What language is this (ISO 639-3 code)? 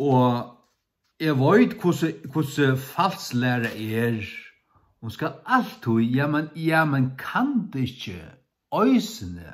fao